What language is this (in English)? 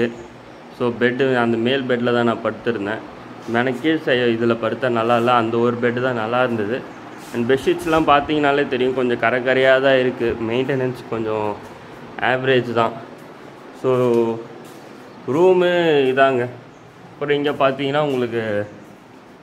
Tamil